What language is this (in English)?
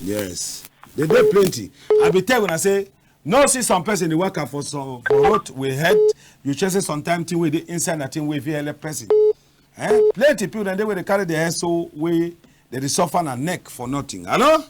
Cameroon Pidgin